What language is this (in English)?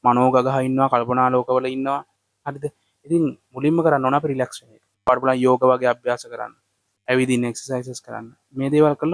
Sinhala